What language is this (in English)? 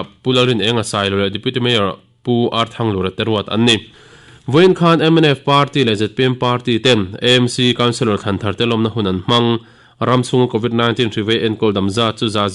Mizo